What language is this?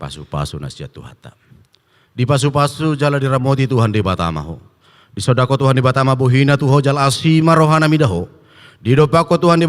Batak Toba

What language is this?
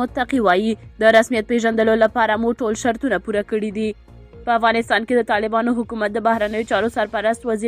Pashto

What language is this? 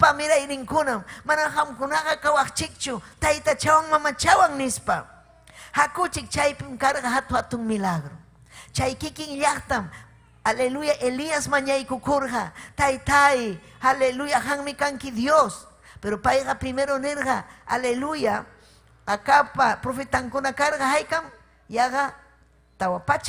Ayacucho Quechua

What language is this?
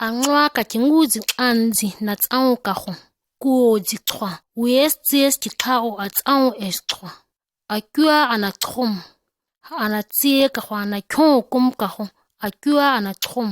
ǁGana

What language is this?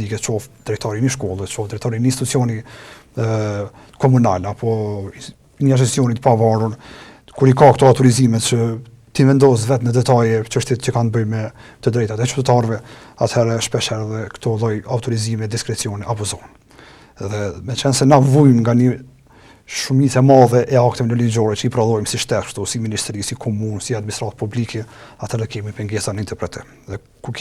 Albanian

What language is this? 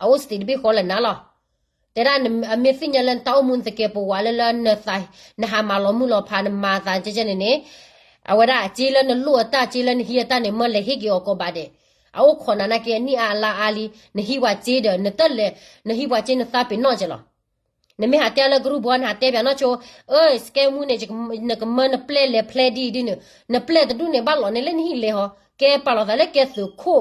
S'gaw Karen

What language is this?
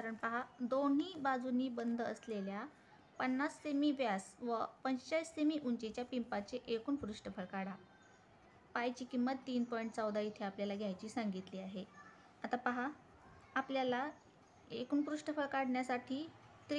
Marathi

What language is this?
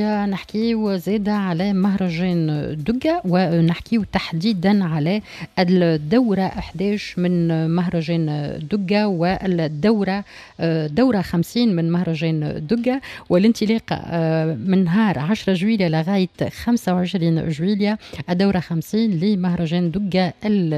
Tunisian Arabic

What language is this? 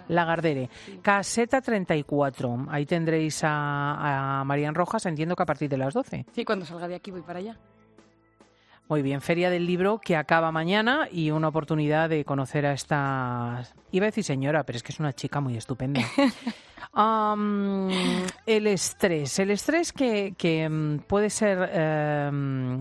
Spanish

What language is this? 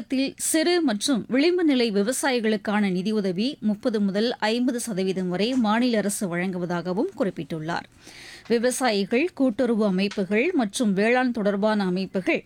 Tamil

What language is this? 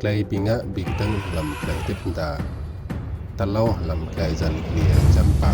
Rade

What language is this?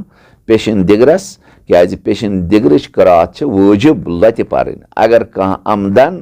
Kashmiri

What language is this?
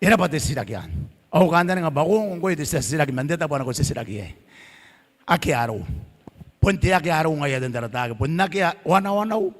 Gilbertese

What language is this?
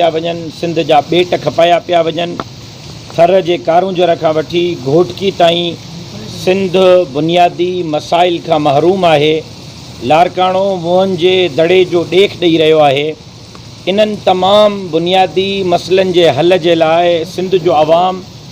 Sindhi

